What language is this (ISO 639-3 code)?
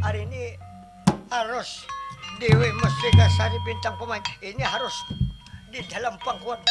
bjn